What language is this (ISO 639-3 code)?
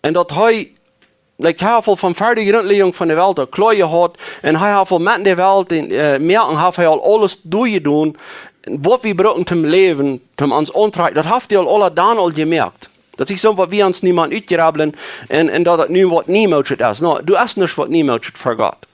pdt